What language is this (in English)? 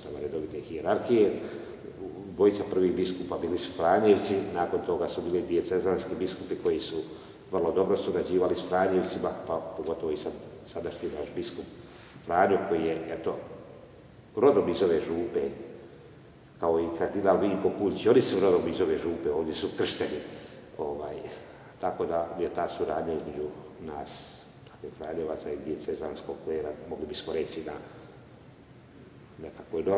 Croatian